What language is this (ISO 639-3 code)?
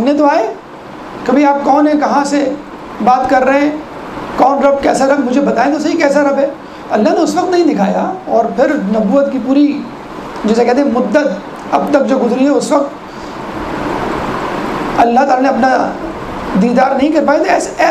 urd